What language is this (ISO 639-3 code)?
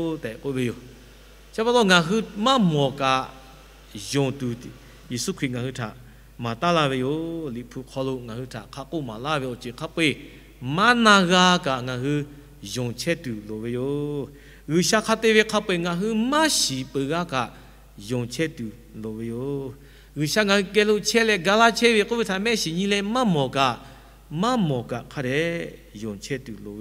lhu